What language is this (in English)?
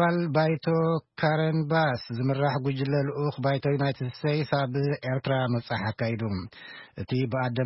Tigrinya